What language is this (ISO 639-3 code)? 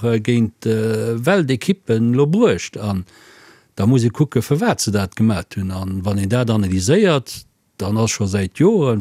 ltz